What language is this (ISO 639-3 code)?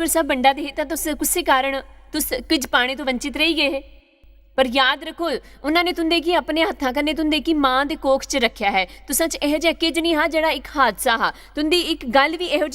doi